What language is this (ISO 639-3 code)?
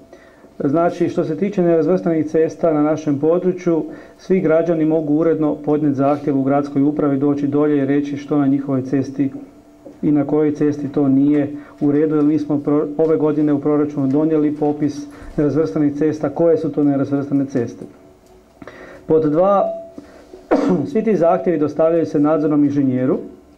hrv